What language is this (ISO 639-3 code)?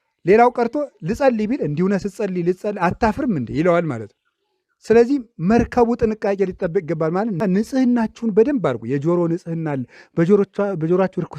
amh